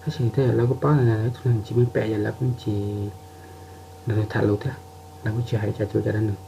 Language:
Hmong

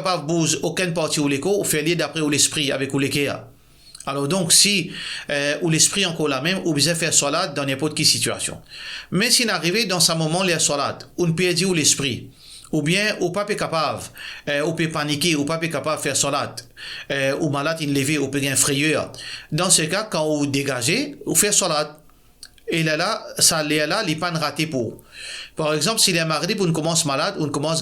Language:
Morisyen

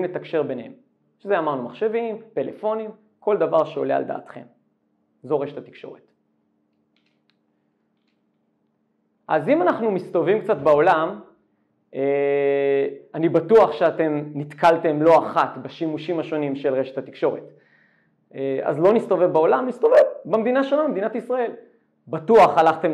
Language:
Hebrew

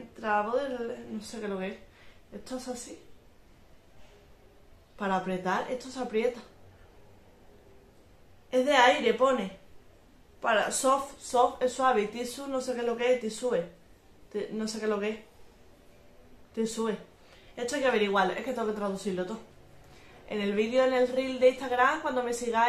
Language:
Spanish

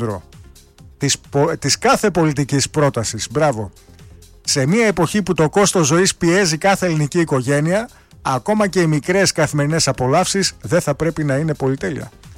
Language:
Greek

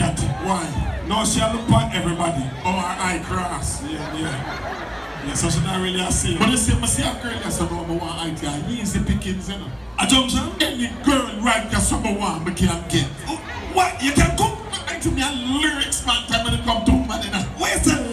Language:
Jamaican Creole English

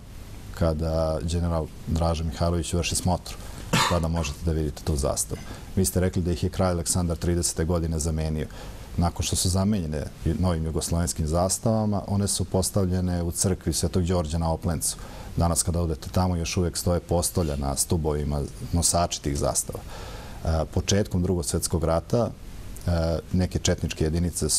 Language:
Serbian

